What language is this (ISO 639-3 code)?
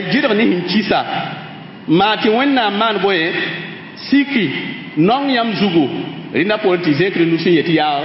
mos